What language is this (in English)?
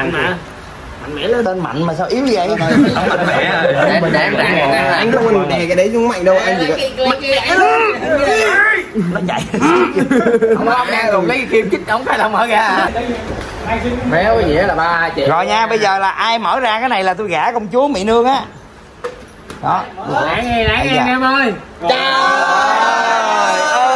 Vietnamese